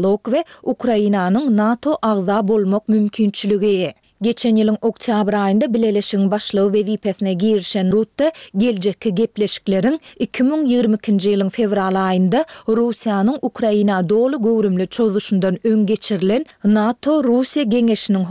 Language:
Turkmen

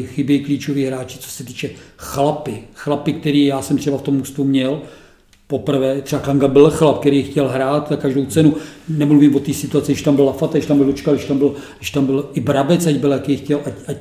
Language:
Czech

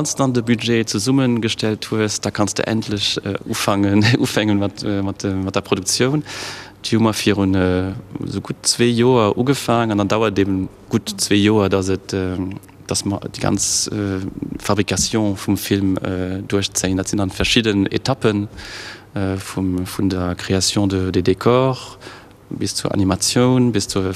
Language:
Luxembourgish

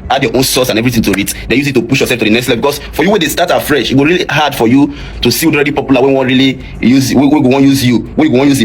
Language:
Nigerian Pidgin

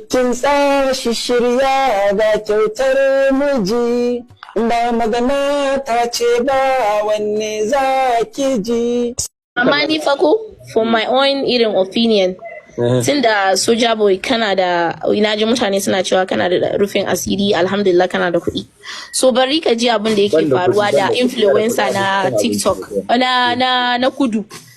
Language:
Hausa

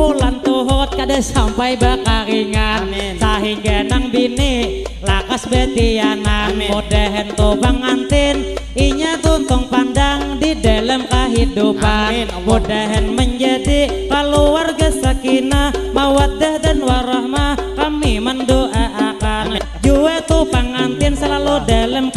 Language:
Banjar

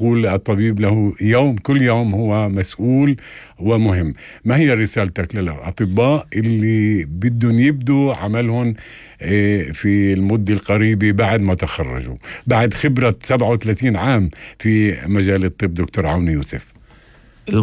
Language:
North Levantine Arabic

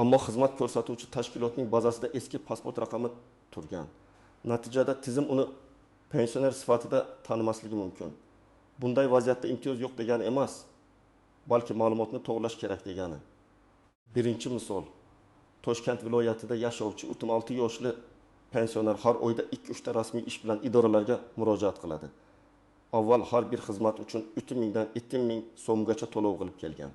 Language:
Uzbek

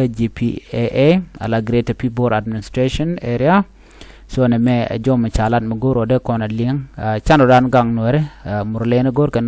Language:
Nuer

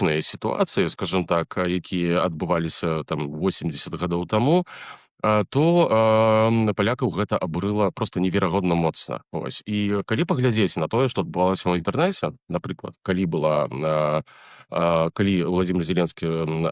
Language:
Belarusian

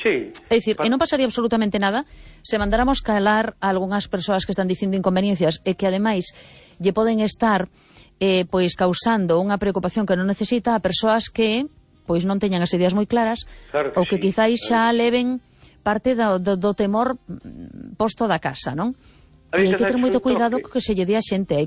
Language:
Galician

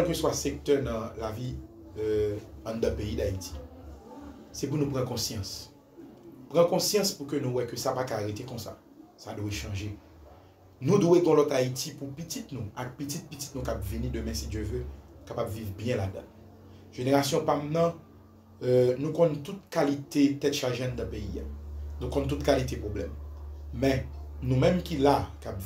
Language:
Haitian Creole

